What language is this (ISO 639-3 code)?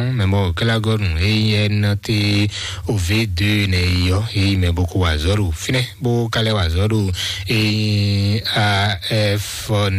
fon